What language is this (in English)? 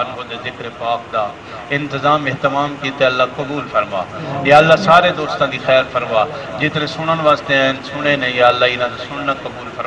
Saraiki